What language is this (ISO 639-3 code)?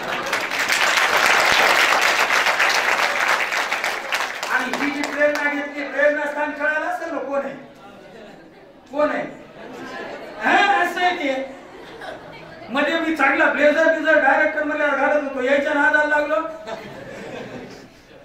mar